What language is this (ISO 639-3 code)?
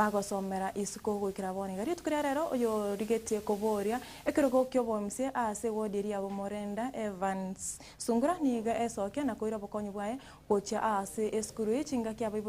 guz